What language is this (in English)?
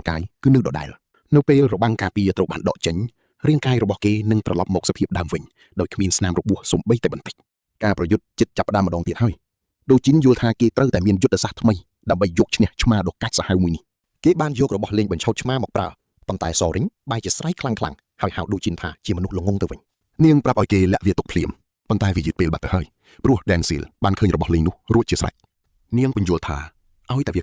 Khmer